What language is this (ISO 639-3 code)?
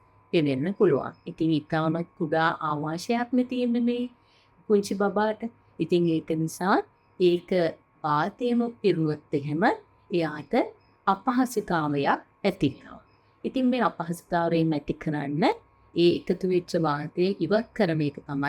sin